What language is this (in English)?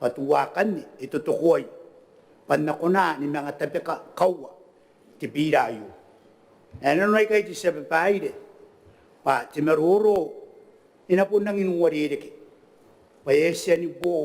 Gilbertese